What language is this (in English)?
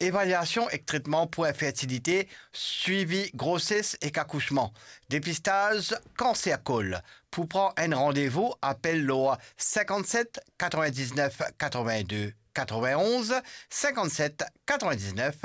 Morisyen